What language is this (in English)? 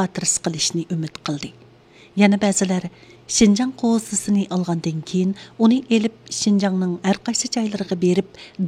Uyghur